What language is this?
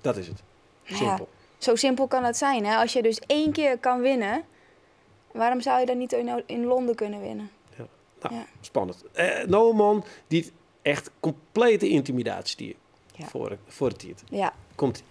Western Frisian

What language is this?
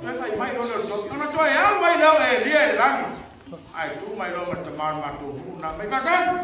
Samoan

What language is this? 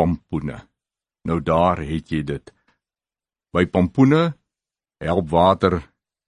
Afrikaans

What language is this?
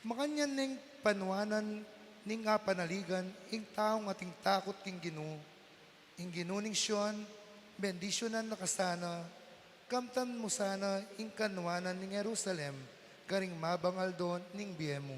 Pampanga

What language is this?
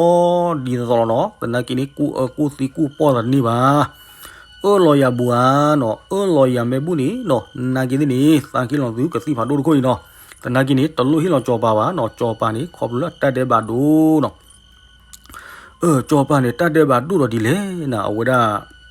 S'gaw Karen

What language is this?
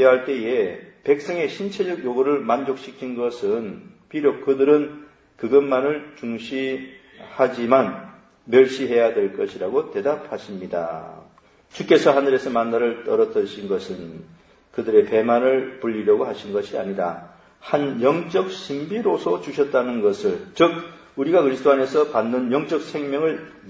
Korean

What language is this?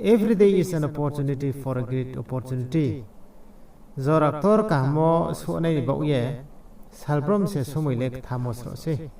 Riang (India)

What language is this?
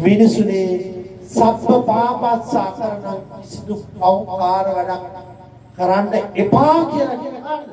Sinhala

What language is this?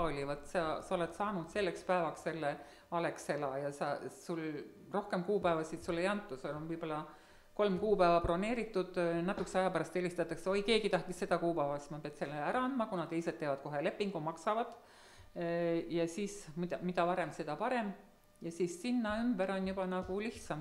Estonian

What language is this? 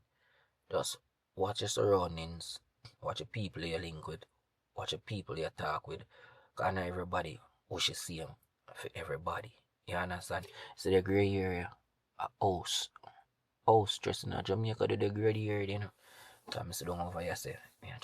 Jamaican Creole English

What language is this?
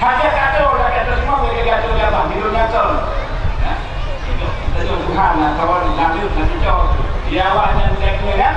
Achinese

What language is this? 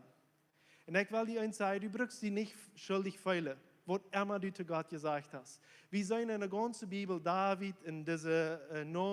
Plautdietsch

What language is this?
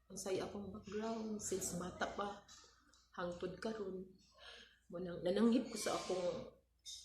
Cebuano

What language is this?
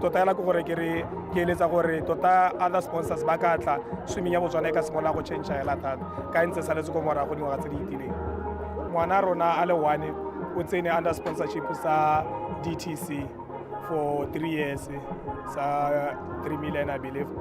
Tswana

